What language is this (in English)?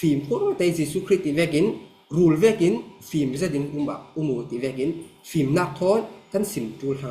Falam Chin